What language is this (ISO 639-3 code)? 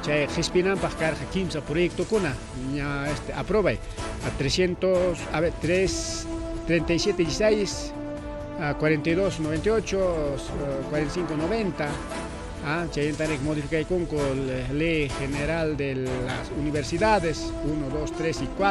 quy